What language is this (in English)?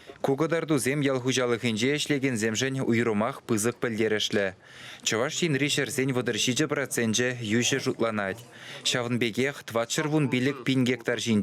Chuvash